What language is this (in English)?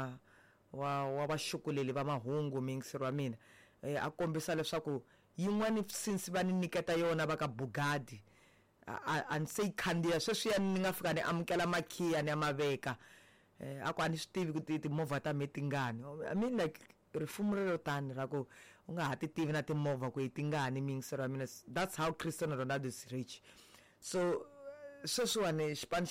Tsonga